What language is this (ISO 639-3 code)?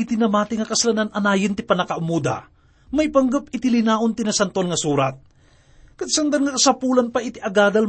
ilo